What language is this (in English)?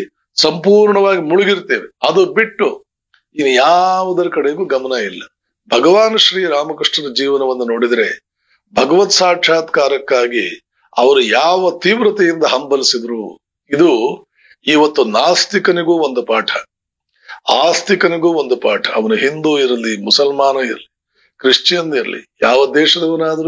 Kannada